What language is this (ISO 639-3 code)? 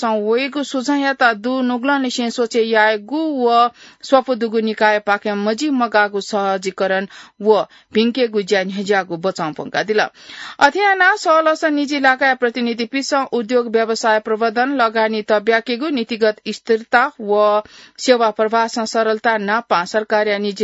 new